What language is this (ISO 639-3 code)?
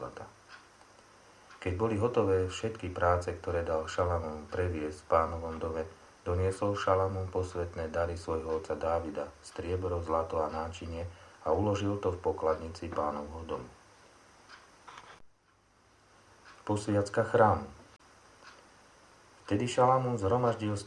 slk